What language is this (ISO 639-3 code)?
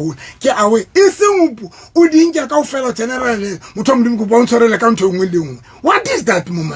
sot